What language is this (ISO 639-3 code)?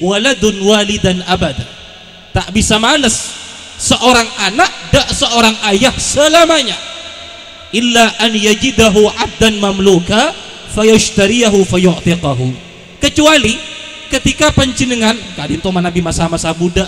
mad